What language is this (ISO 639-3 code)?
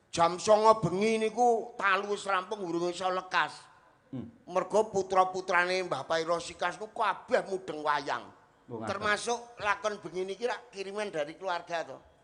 jav